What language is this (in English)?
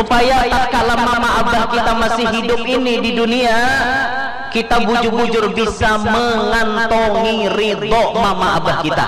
Banjar